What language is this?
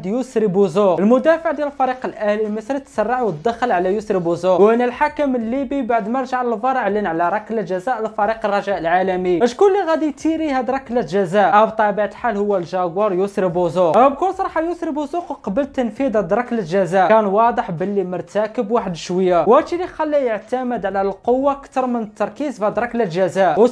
Moroccan Arabic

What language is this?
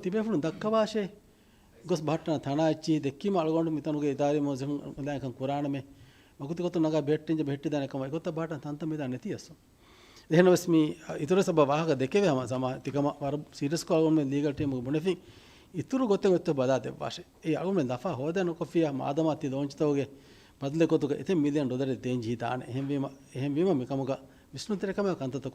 Divehi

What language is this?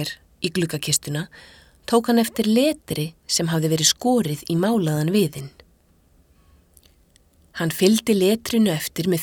Icelandic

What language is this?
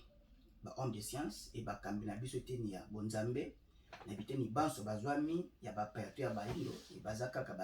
Lingala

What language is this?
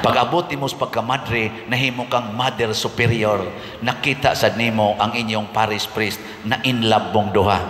Cebuano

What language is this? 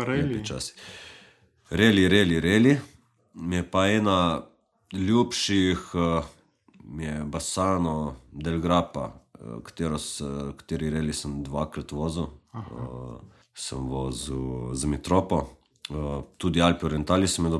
Slovenian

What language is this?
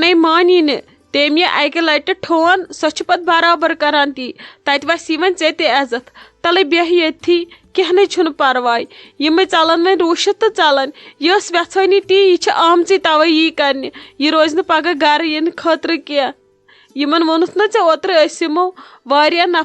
Kashmiri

